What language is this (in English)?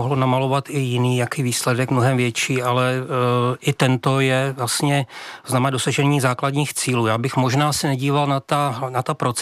Czech